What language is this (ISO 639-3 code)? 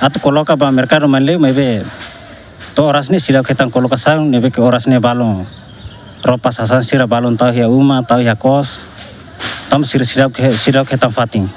tet